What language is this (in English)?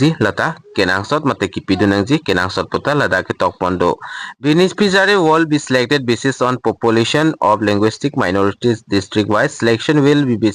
Karbi